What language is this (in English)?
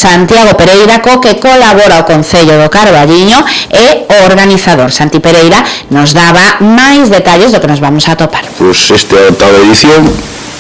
Galician